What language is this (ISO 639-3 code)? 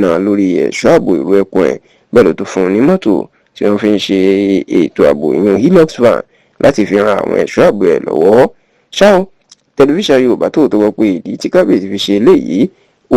yor